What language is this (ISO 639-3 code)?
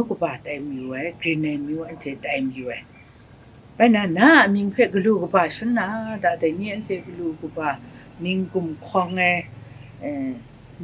kac